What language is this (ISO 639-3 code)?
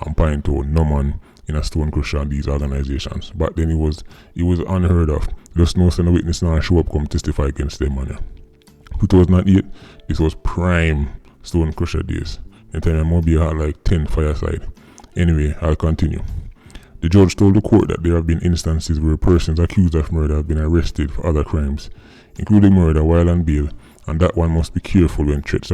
jam